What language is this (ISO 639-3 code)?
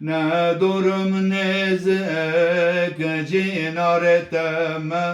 kur